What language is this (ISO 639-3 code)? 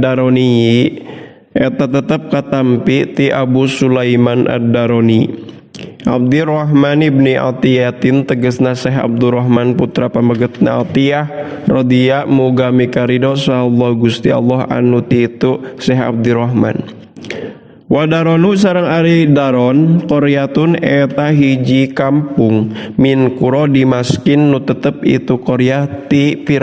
sun